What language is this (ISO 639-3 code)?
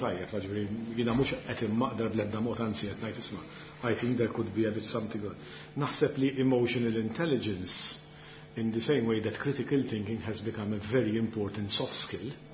mlt